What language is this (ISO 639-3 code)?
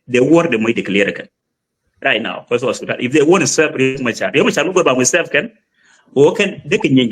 nus